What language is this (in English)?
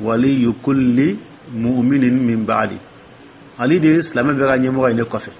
Dyula